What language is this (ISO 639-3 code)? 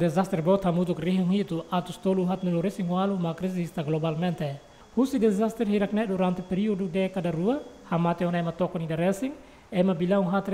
tet